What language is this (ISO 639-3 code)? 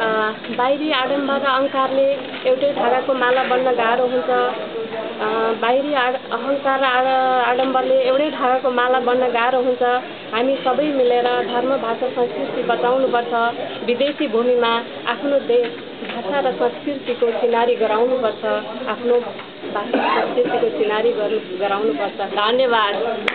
nep